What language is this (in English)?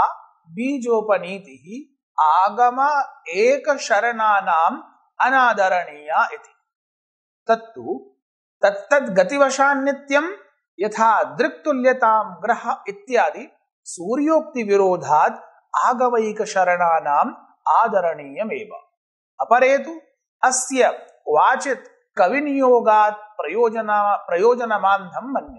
Sanskrit